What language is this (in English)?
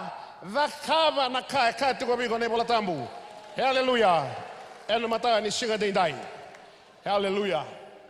Fijian